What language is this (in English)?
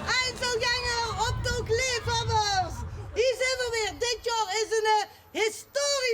Limburgish